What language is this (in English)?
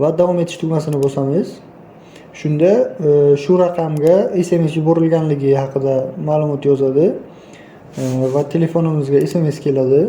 Uzbek